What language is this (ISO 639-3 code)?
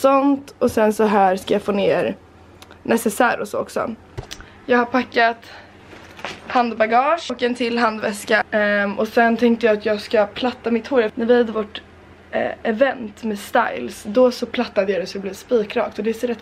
swe